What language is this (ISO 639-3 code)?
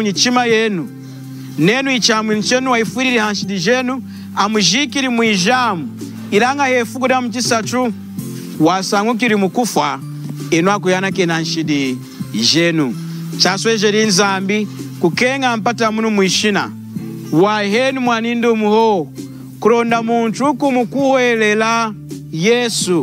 lun